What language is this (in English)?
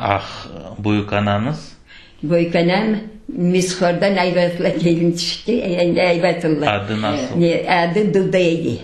Crimean Tatar